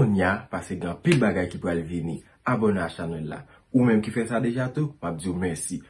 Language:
Haitian Creole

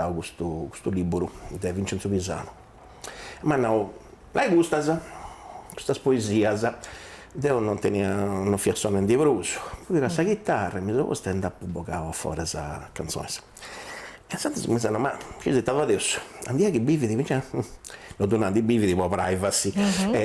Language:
Sardinian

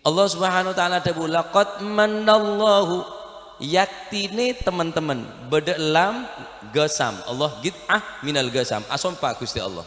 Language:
Madurese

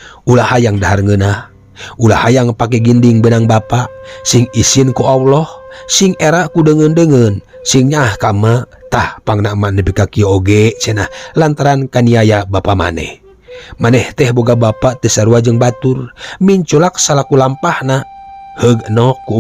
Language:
Sundanese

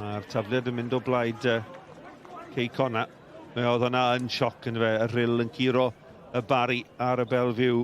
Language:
Welsh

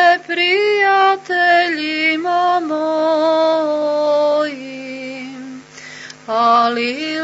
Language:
Serbian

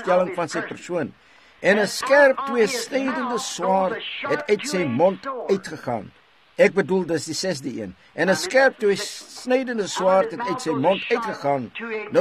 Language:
Afrikaans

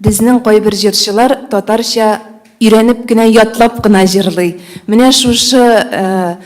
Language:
Tatar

